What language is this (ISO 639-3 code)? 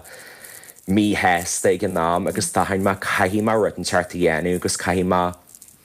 gle